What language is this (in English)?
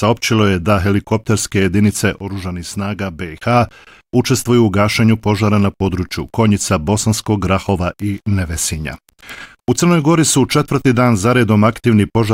Bosnian